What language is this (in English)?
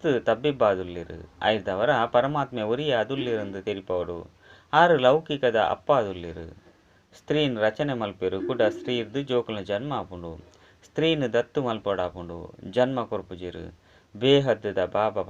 Tulu